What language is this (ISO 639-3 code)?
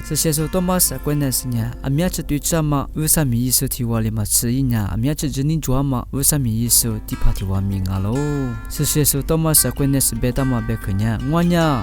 lis